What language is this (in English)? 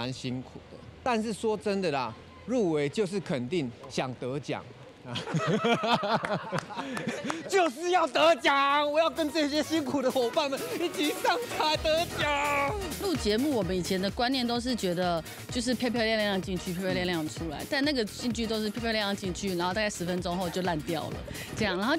Chinese